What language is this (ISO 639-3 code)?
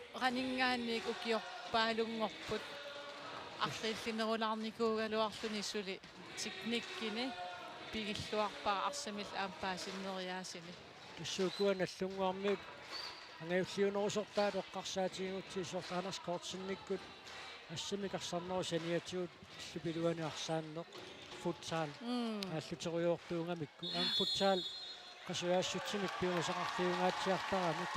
kal